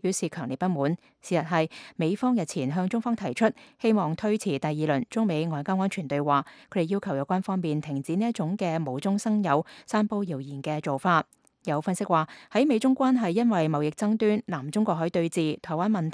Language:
Cantonese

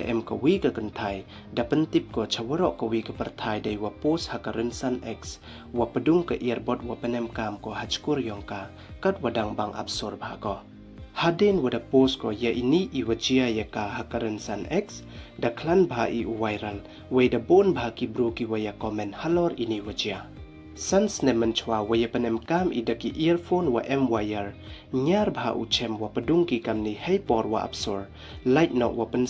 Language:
Pnar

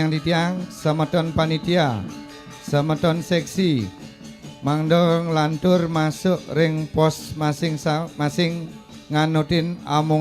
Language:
Balinese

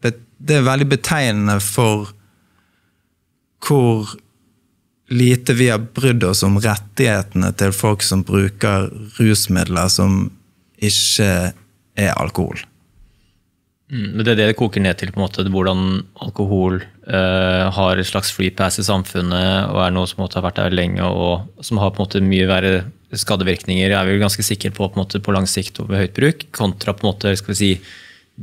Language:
Norwegian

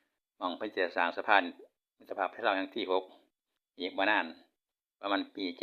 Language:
Lao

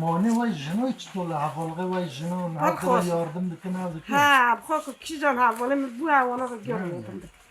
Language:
Kurdish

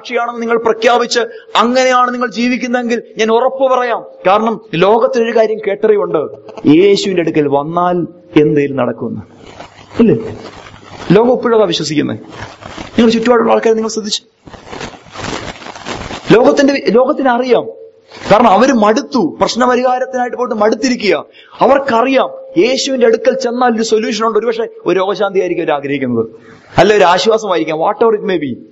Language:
Malayalam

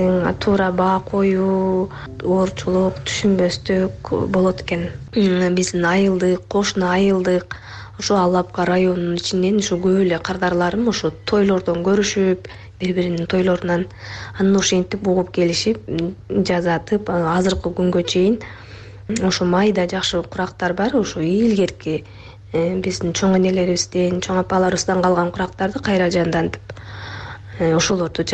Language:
Kyrgyz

